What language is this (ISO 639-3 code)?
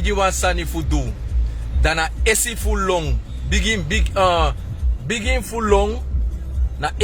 srn